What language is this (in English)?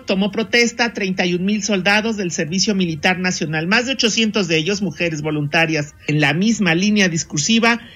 Spanish